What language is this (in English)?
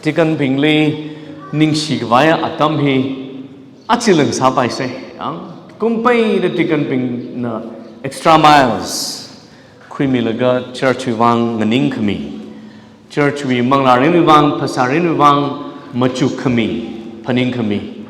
Tangkhul Naga (India)